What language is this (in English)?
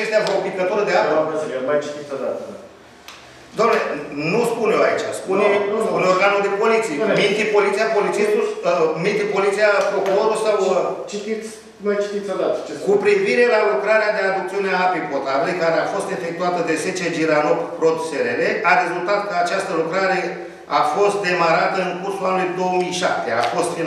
Romanian